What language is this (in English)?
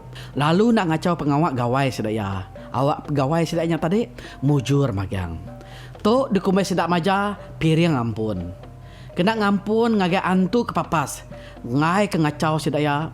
Iban